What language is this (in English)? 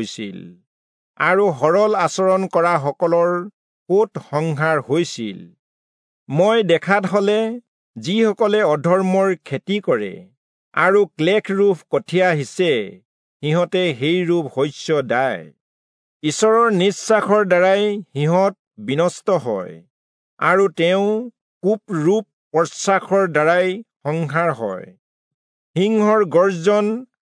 Assamese